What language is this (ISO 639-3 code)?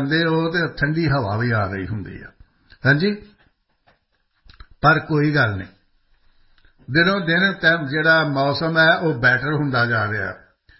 pan